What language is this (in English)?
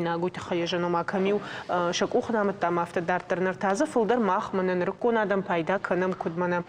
Ossetic